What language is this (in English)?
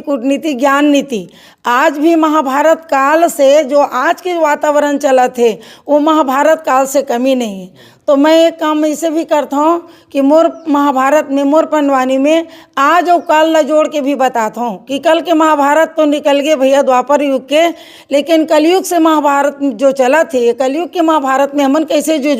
Chhattisgarhi